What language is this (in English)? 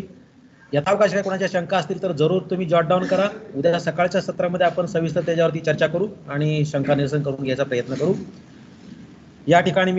Marathi